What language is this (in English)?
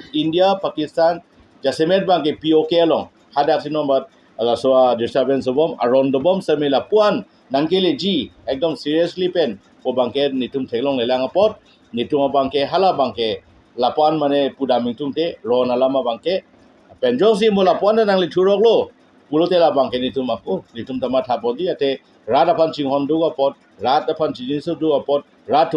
Karbi